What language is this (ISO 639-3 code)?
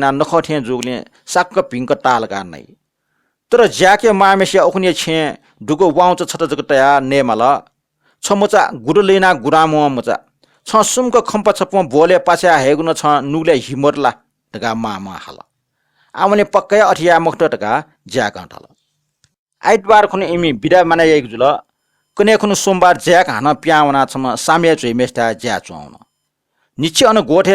new